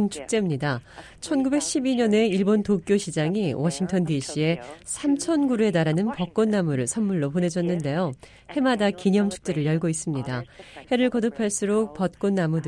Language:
Korean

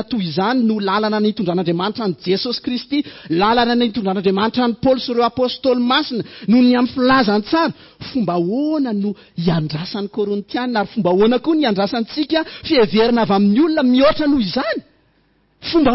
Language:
Malagasy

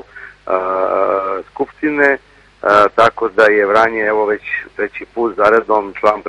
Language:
Serbian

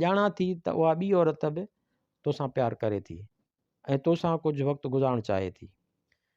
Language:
Sindhi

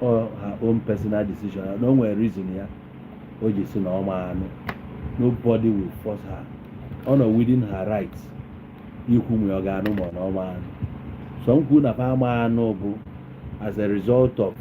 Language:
Igbo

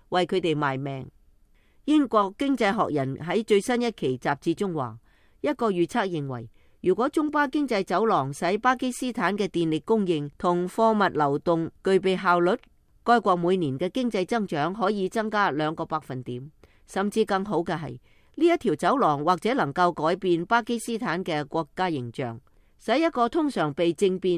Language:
Cantonese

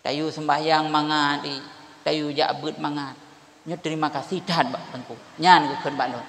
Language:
Achinese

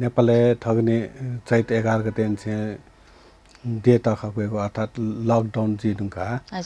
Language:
Newari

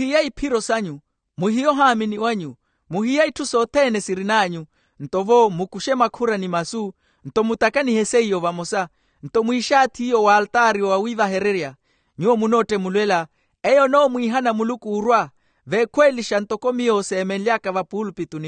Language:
Makhuwa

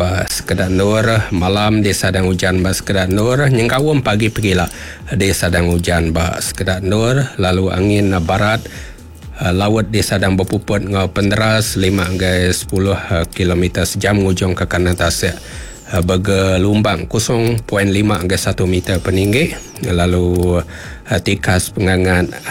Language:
Iban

